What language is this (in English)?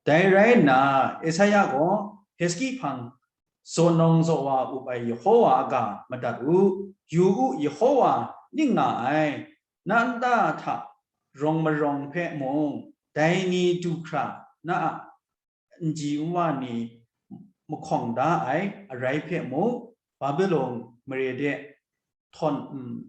Kachin